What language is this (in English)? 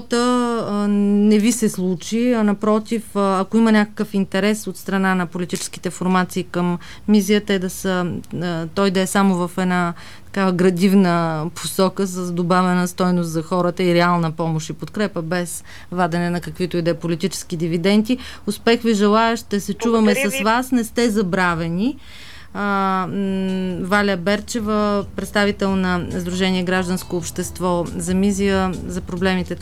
Bulgarian